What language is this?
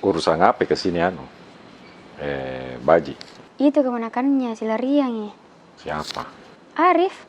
Makassar Malay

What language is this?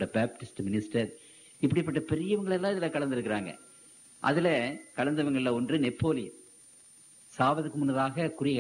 Tamil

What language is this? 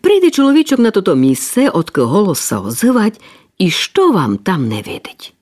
Rusyn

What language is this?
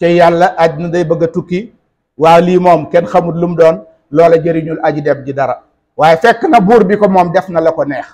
Wolof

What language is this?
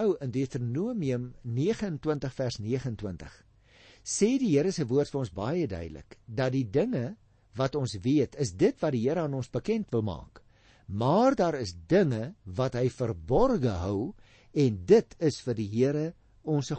Afrikaans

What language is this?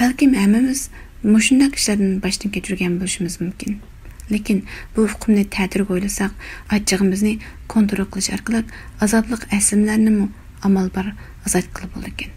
Uyghur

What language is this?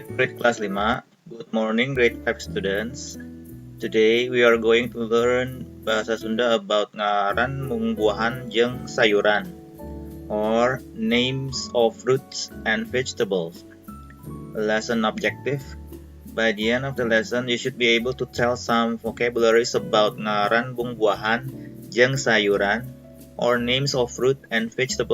Sundanese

